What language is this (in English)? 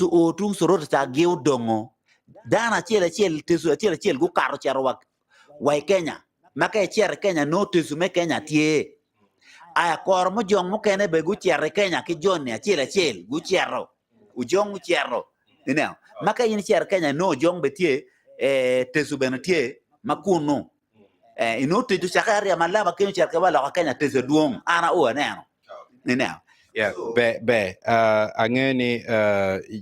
Acoli